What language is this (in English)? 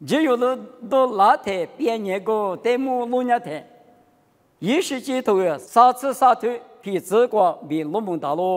Lisu